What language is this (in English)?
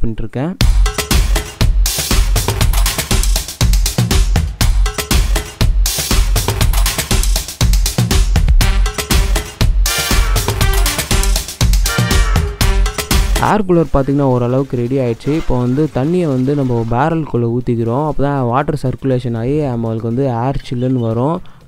Tamil